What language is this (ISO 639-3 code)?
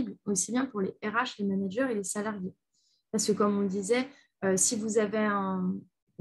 fra